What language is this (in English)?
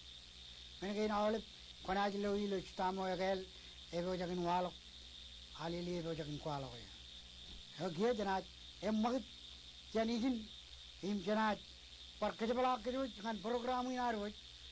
Marshallese